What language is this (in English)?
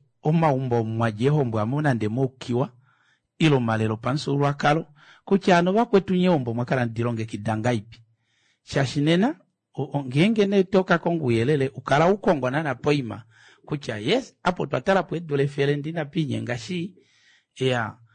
Kuanyama